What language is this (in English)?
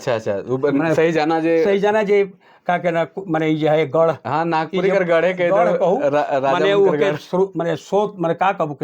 Sadri